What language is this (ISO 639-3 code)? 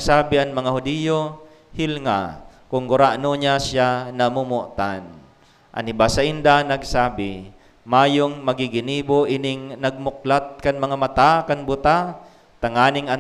bik